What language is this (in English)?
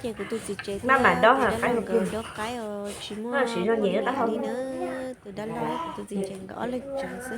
Hmong